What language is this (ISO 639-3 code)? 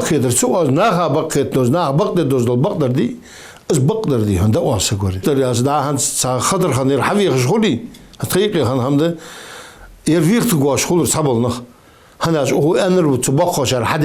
inh